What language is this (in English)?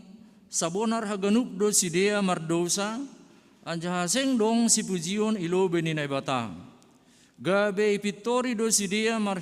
Batak Simalungun